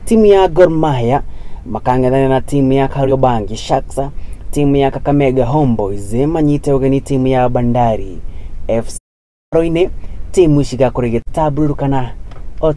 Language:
Kikuyu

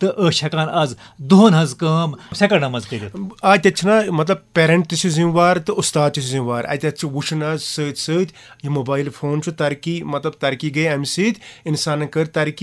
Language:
Kashmiri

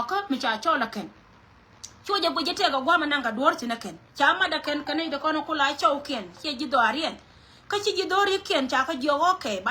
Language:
Nuer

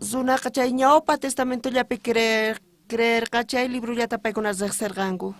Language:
South Bolivian Quechua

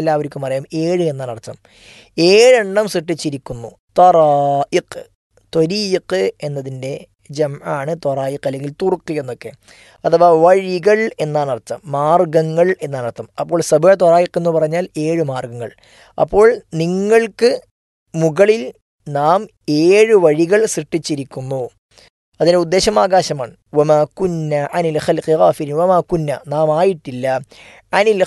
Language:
Malayalam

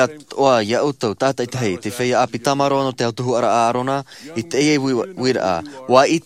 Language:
Tahitian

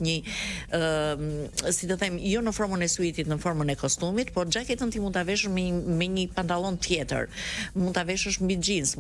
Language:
Albanian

